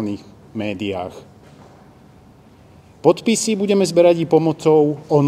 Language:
Slovak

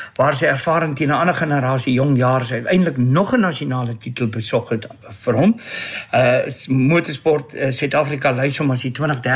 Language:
Afrikaans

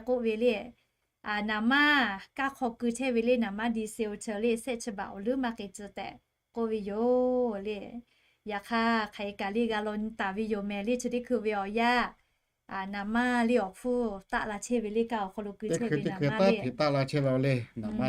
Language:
Lahu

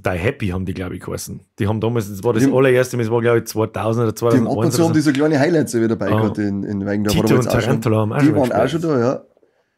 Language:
Bavarian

